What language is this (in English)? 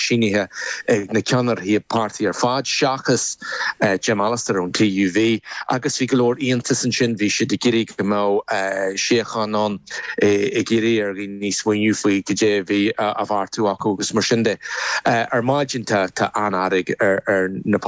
Irish